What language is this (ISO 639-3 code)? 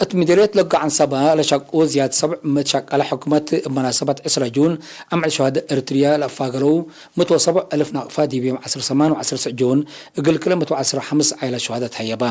tig